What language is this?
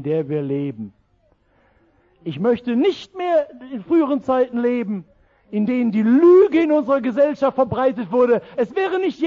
German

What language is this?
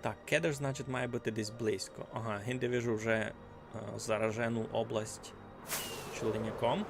Rusyn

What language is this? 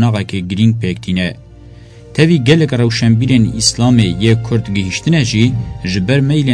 Kurdish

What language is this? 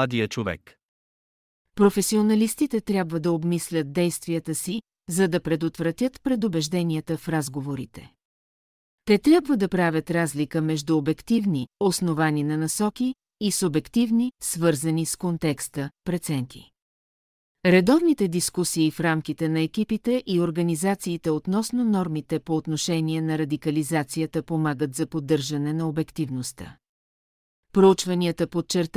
Bulgarian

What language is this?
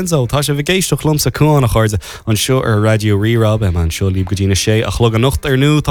Irish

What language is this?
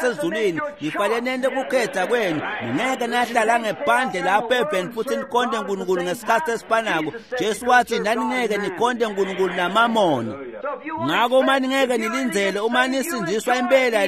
Swati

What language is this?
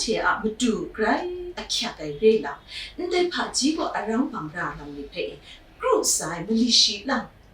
Kachin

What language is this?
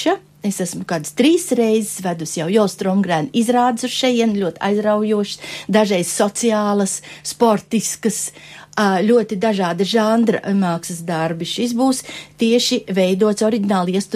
Latvian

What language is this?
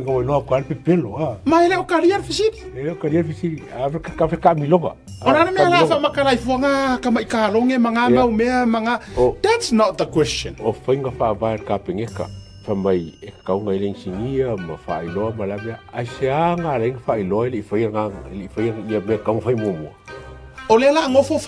Samoan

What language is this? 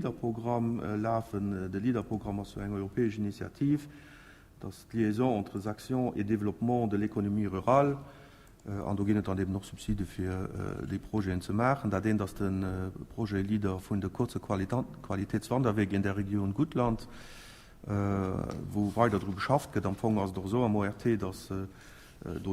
Luxembourgish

